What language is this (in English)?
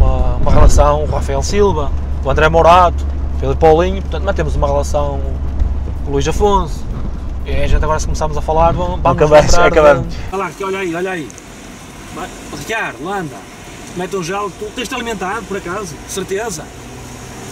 Portuguese